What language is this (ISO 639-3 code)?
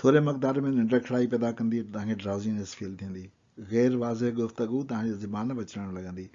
snd